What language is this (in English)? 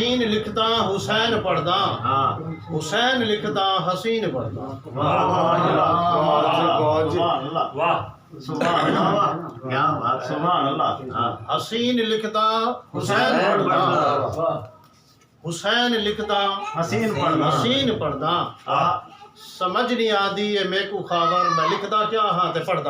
Saraiki